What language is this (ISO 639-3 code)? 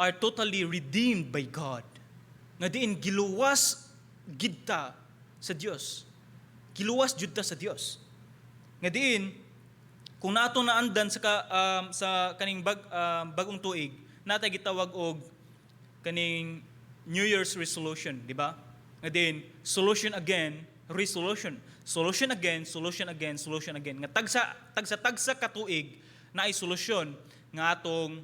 ceb